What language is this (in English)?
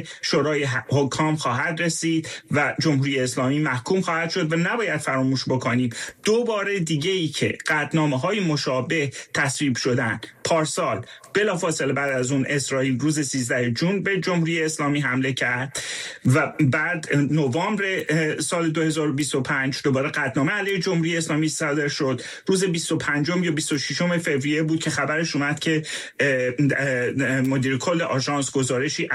Persian